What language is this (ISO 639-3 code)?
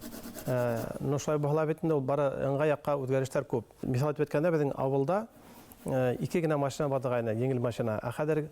bak